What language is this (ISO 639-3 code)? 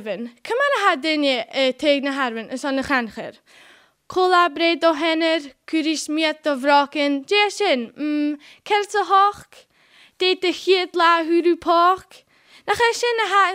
gla